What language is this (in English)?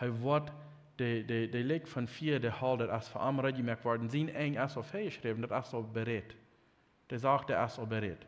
Plautdietsch